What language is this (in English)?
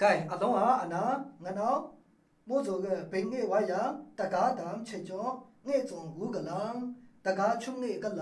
Maru